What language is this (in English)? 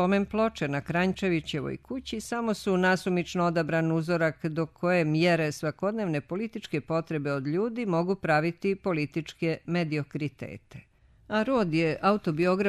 Croatian